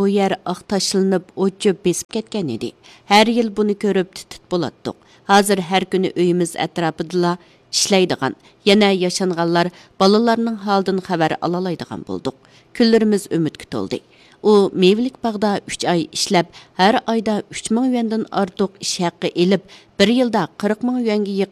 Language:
Uyghur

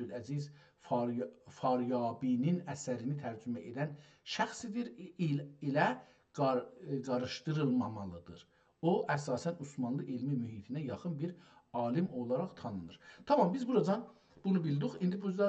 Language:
South Azerbaijani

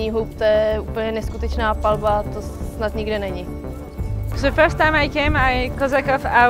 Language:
Czech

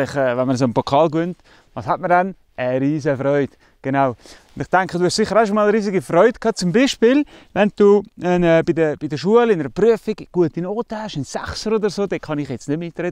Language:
Swiss German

